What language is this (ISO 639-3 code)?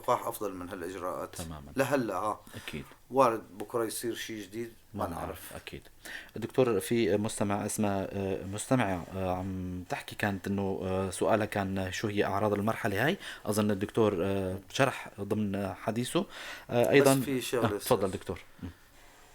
apc